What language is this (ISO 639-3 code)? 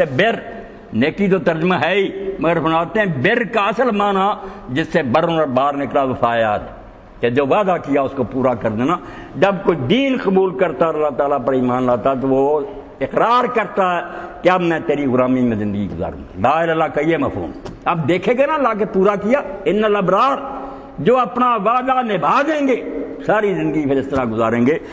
urd